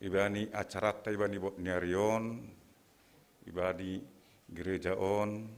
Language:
Batak Simalungun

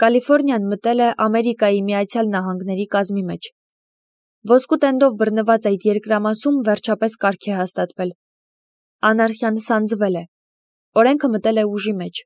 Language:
Armenian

